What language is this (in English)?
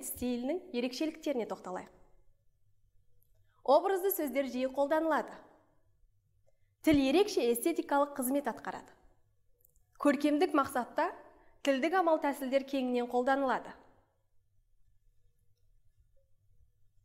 Kazakh